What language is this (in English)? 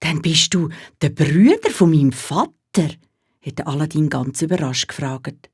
Swiss German